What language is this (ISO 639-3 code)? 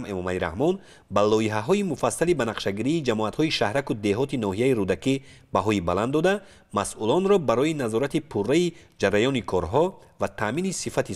tgk